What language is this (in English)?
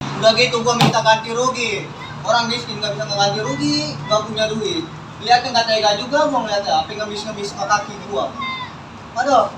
Betawi